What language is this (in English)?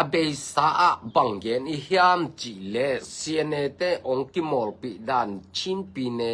Tedim Chin